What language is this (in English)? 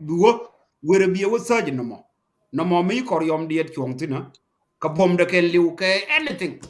Nuer